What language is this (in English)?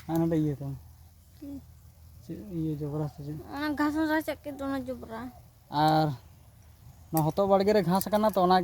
Santali